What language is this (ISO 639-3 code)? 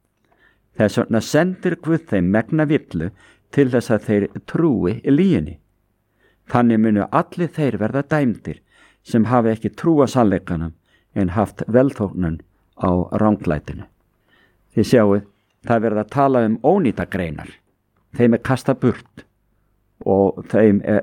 isl